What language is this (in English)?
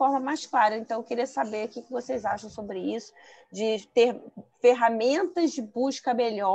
Portuguese